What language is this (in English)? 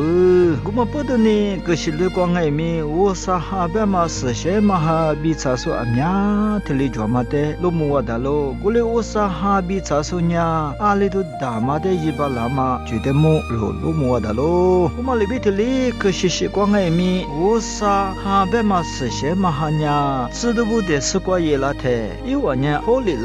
Lisu